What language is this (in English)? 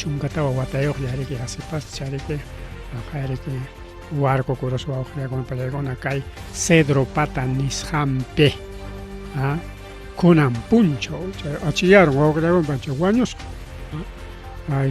Ayacucho Quechua